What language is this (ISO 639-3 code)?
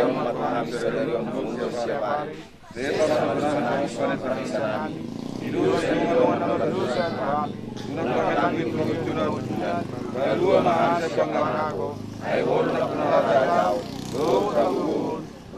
bbc